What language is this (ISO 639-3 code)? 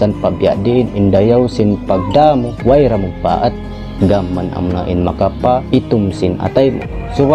tsg